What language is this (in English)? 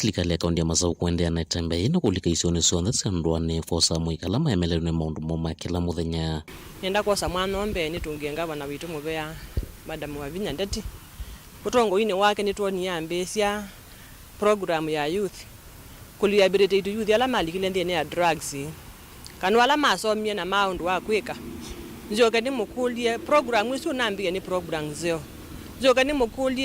Kamba